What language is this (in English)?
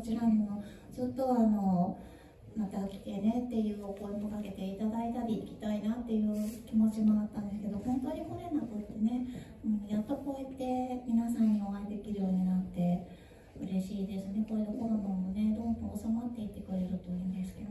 Japanese